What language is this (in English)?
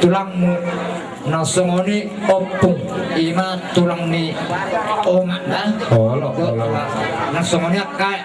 Batak Toba